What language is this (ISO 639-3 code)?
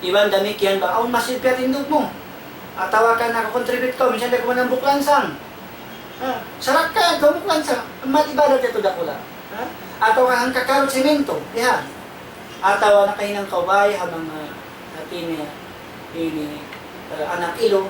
tsg